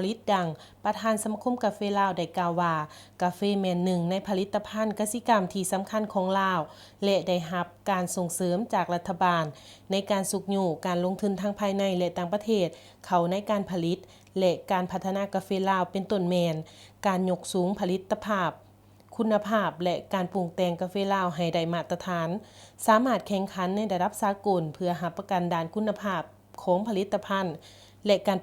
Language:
Lao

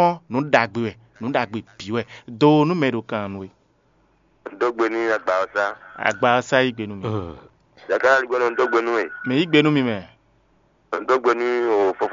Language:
Fon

